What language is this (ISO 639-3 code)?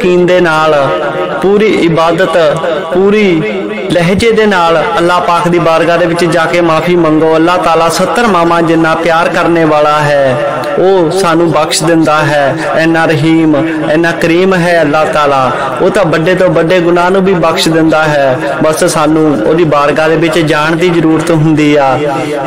pan